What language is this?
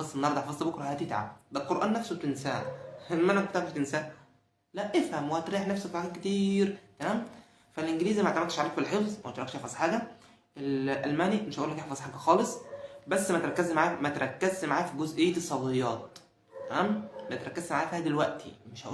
Egyptian Arabic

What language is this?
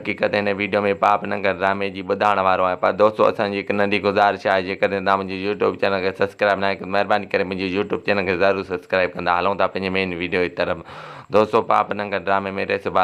Sindhi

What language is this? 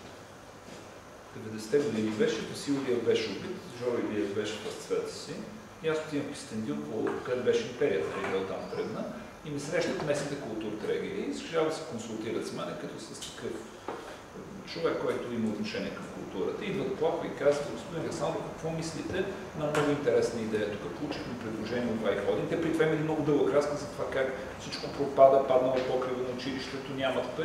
Bulgarian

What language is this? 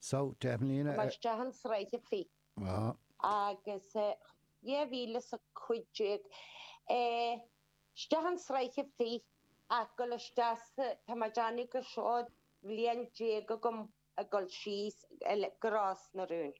Irish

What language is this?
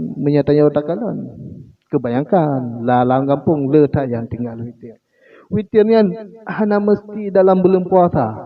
Achinese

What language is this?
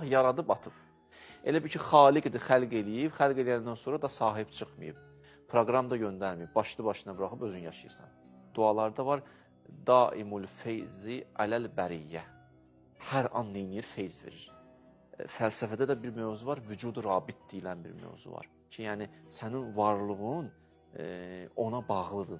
Azerbaijani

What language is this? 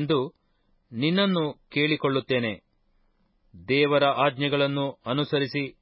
Kannada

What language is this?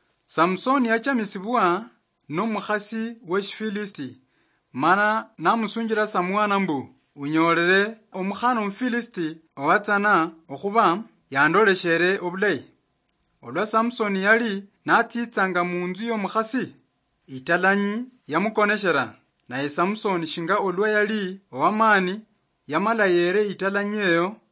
Luyia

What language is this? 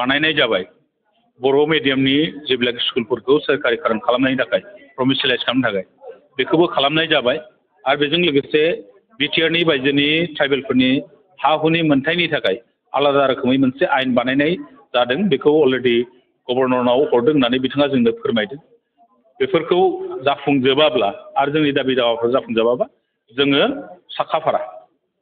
Bodo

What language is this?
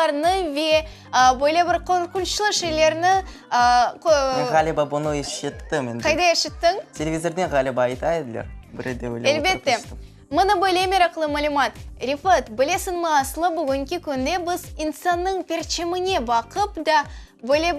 Crimean Tatar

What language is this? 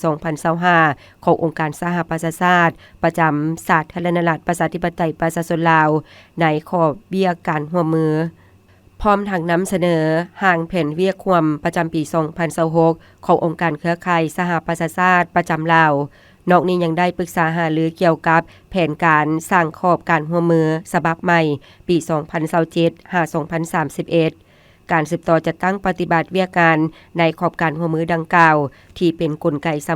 Lao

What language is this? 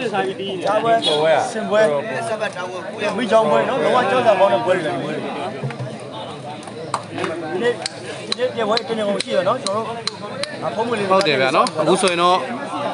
Burmese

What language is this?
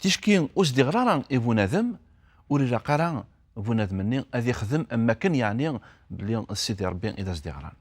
Kabyle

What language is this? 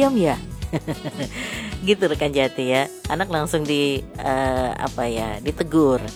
Indonesian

